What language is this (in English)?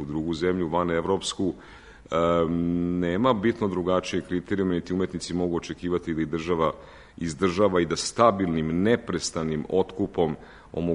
Serbian